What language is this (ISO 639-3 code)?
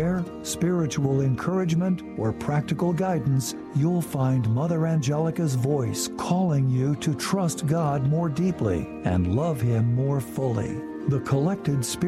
eng